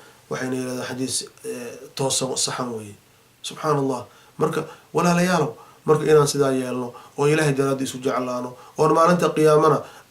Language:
Somali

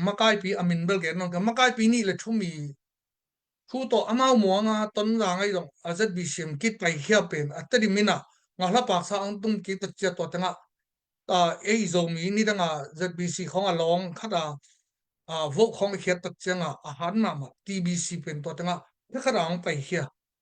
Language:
Tedim Chin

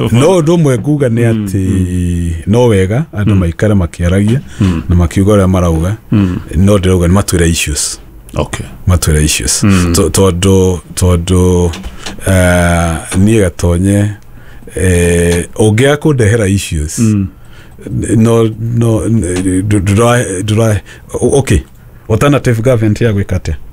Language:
Kikuyu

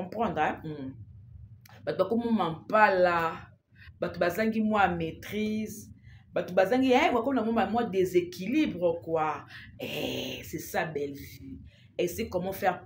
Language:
Lingala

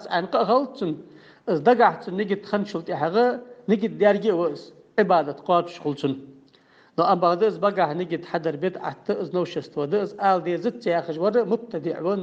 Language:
Ingush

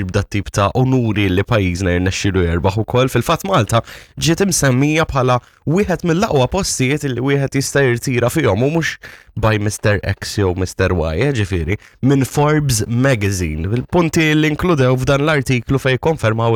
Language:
Maltese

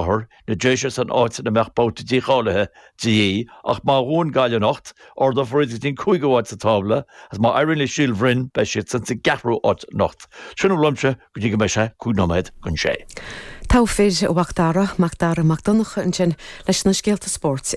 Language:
Irish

